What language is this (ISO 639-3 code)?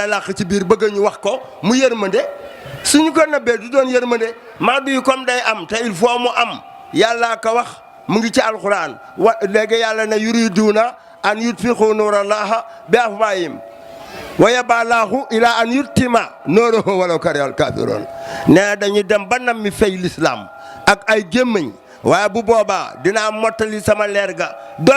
wol